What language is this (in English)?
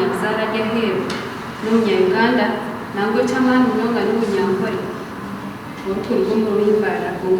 Nyankole